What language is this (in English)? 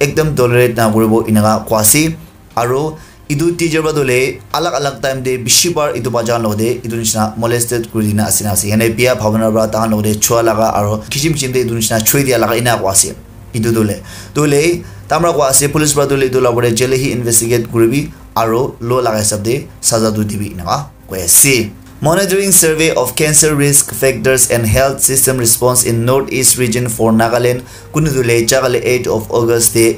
Naga Pidgin